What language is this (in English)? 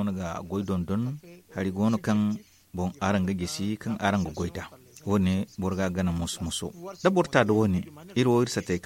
Zarma